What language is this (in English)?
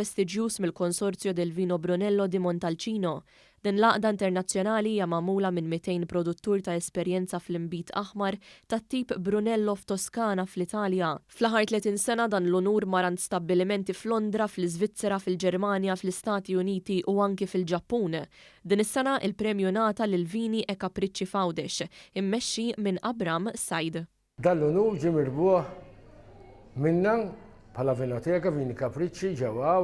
Maltese